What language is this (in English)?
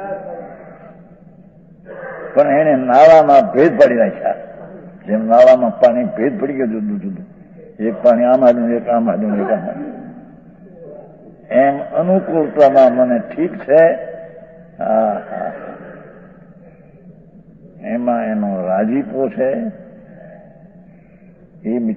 Gujarati